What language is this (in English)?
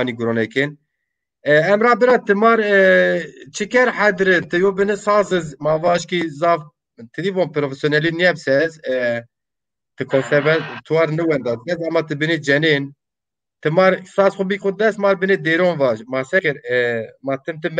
Zaza